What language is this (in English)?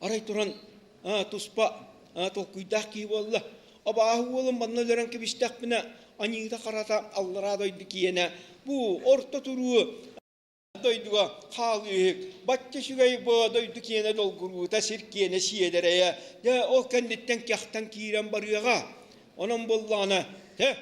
Yakut